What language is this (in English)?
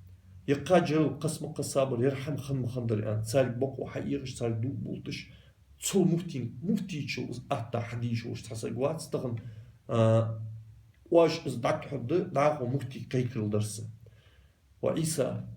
Ingush